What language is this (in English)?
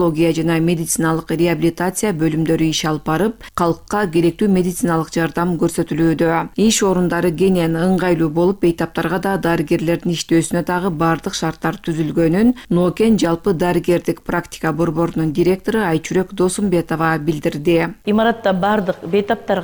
Kyrgyz